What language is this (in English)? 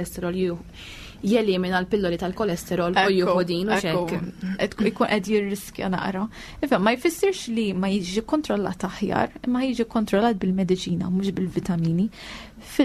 Maltese